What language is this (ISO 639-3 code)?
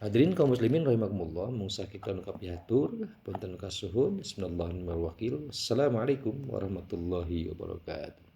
sun